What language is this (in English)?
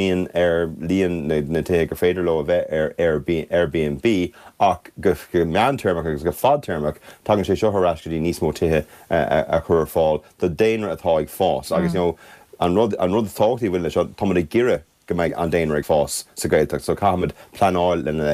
Irish